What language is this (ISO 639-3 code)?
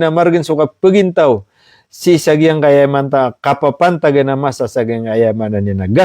mrw